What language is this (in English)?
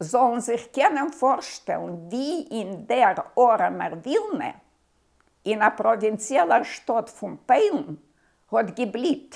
Yiddish